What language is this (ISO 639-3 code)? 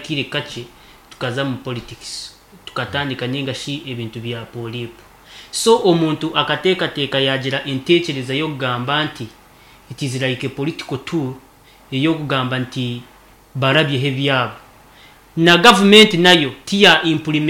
nyn